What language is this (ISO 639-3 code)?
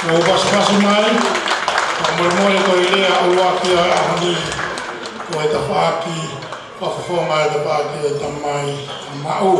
ton